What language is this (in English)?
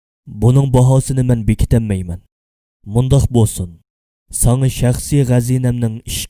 Uyghur